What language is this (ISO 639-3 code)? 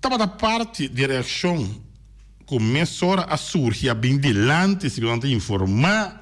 pap